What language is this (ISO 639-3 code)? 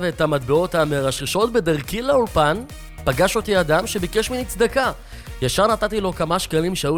heb